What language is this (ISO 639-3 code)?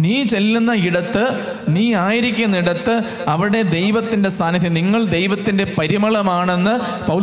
mal